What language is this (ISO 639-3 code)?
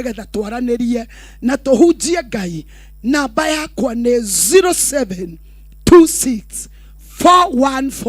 kik